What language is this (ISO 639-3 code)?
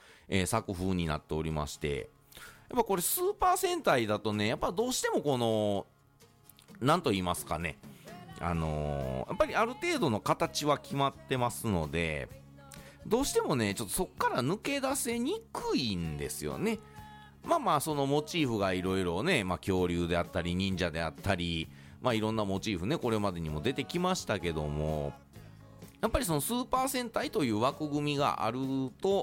jpn